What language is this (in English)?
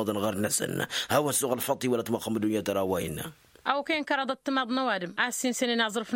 Tamasheq